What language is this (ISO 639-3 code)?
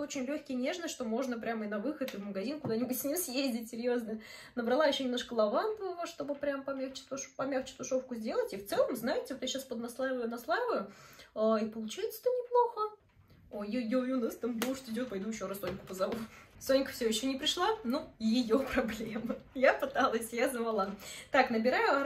rus